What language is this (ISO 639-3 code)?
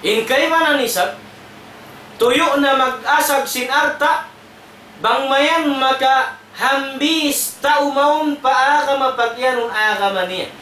tsg